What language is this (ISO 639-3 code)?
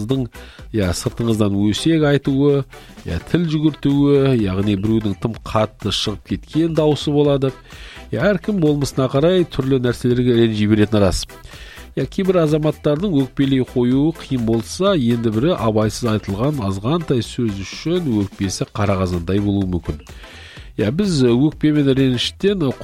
kaz